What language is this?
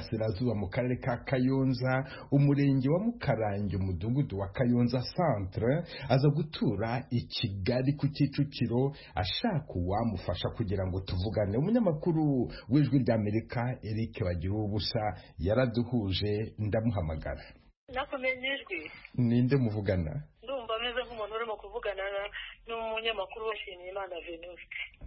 Kinyarwanda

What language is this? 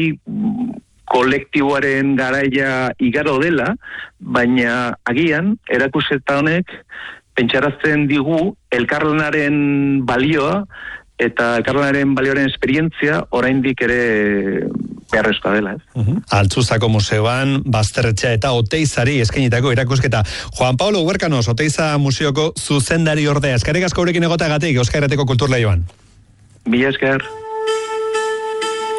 Basque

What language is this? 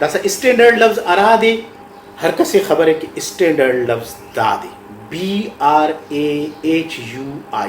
Brahui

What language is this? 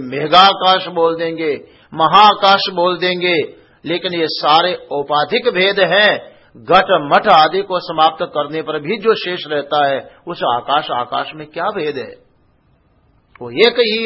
Hindi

